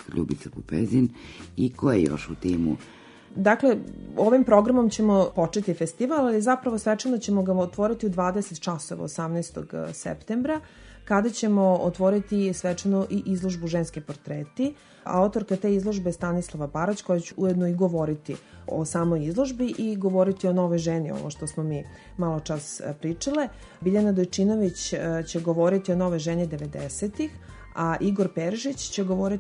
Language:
Serbian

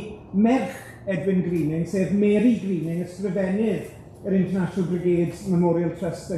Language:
Welsh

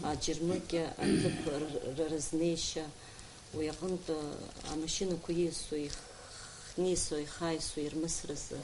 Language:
Abkhazian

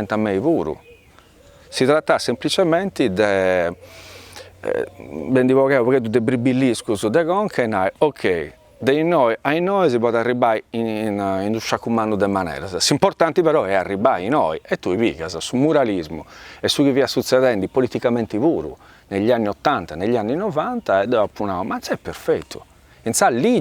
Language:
Sardinian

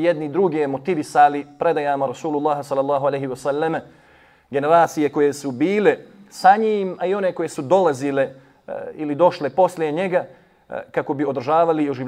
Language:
Bosnian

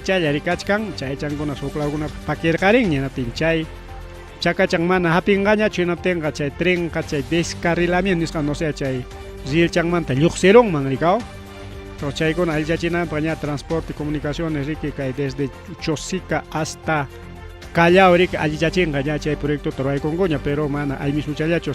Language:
Ayacucho Quechua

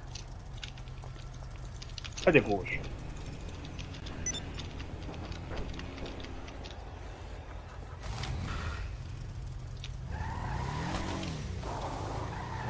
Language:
Croatian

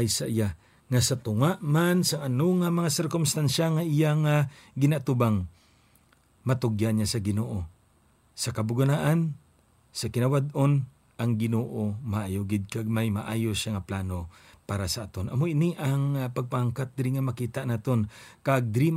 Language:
Hiligaynon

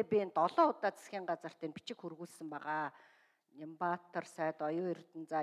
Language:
Mongolian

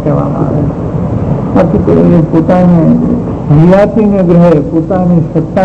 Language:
Gujarati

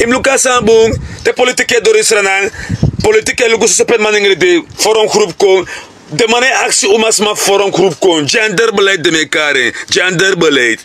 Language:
Sranan Tongo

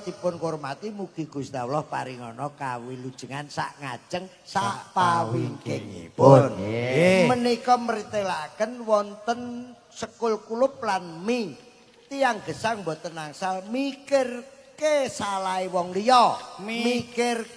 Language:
Javanese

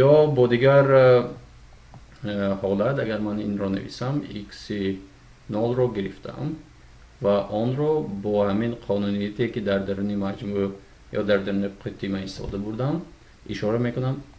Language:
Tajik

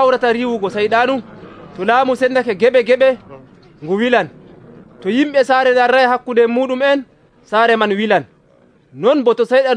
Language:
Nigerian Fulfulde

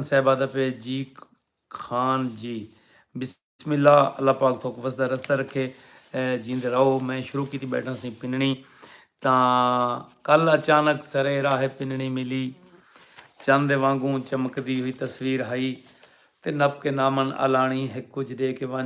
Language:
Saraiki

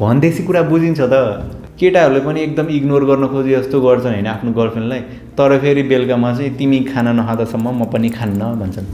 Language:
Nepali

